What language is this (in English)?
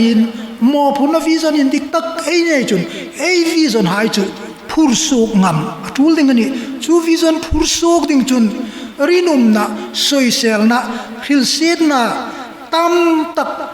Hmar